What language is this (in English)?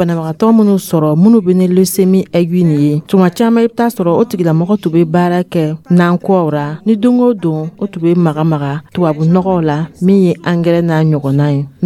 Dyula